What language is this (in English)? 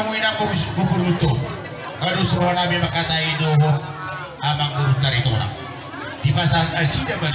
Batak Toba